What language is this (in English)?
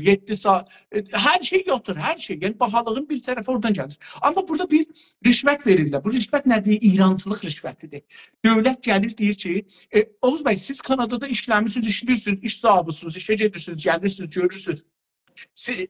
South Azerbaijani